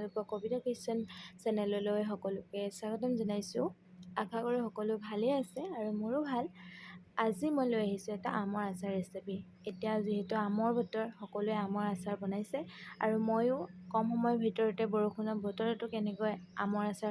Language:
Assamese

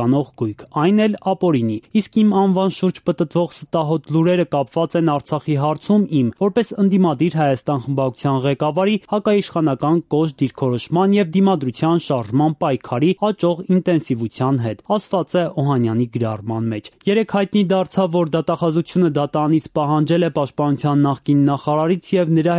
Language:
Armenian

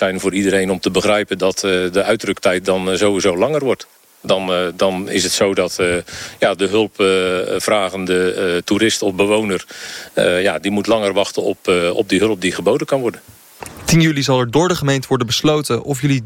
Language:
Dutch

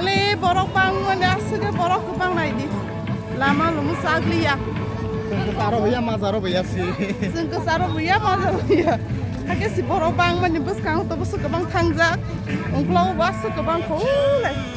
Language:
Kok Borok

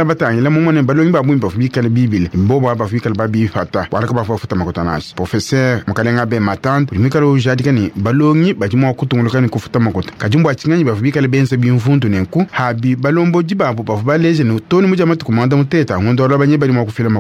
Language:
Luba-Lulua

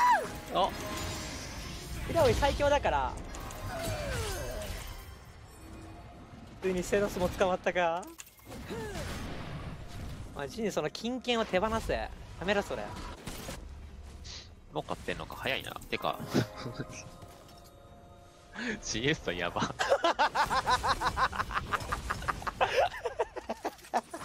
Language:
Japanese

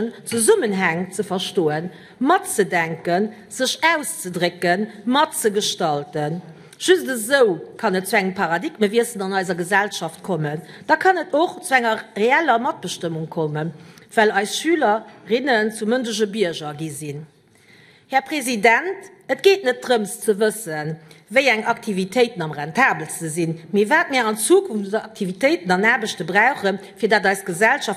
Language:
Luxembourgish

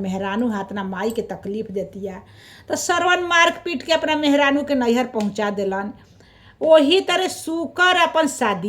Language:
Bhojpuri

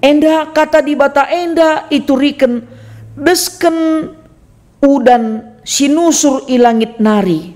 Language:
Batak Karo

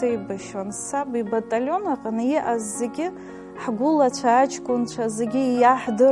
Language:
Abkhazian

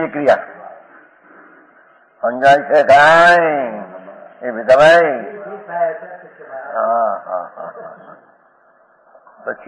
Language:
Gujarati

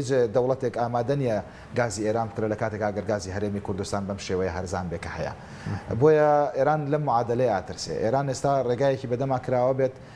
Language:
Central Kurdish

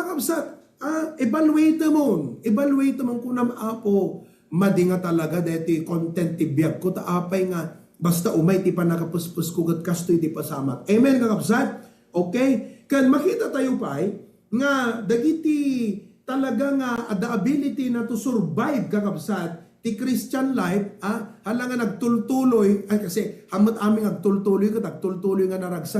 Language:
Iloko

